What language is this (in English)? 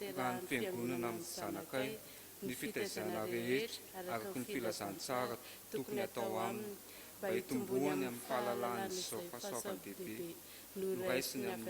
Malagasy